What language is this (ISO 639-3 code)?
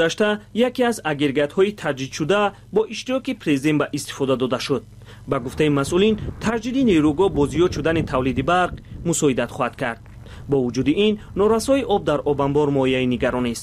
tgk